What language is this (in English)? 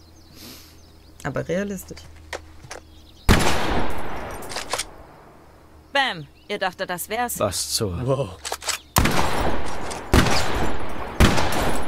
German